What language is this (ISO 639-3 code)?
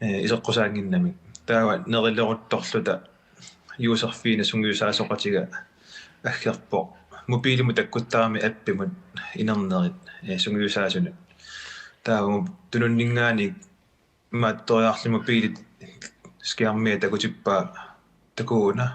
kal